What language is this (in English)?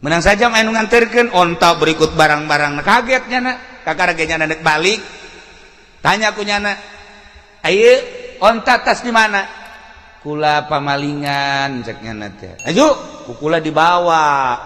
Sundanese